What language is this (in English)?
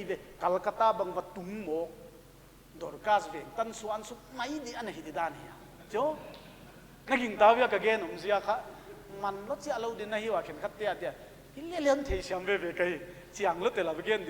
Paite Chin